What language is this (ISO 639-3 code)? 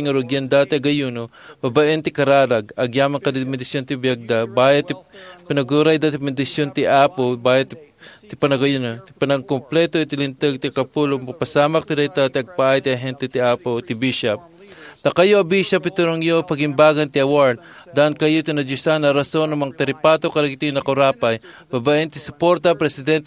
ilo